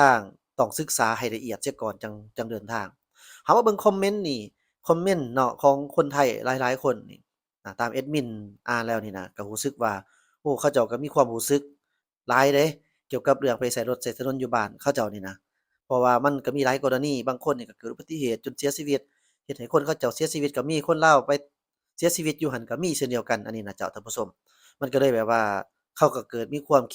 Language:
Lao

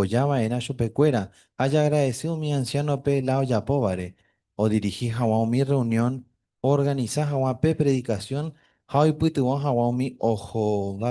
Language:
Guarani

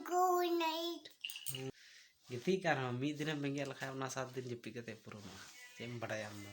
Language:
Santali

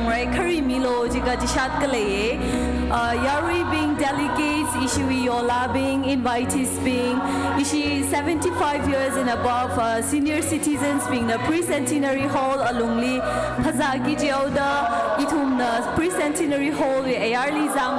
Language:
Tangkhul Naga (India)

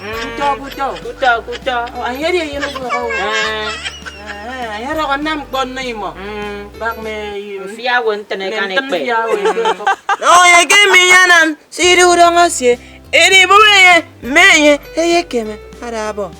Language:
Efik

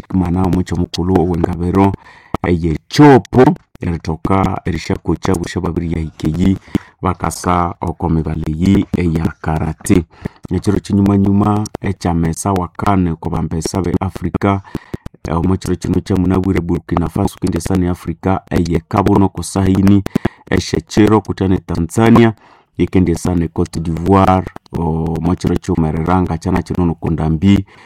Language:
Nande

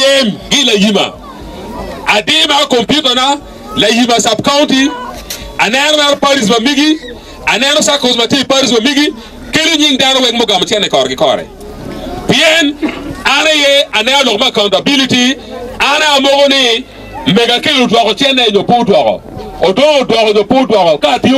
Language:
Acoli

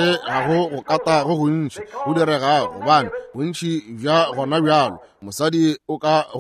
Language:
Northern Sotho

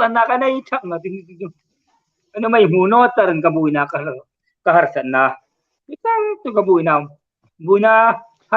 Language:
Hmar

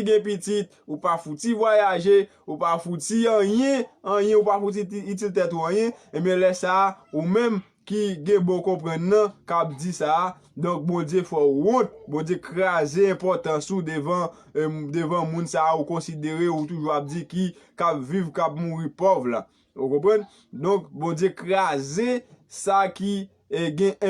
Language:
Haitian Creole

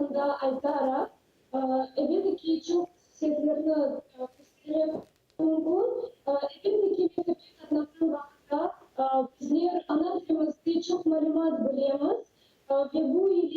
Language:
Crimean Tatar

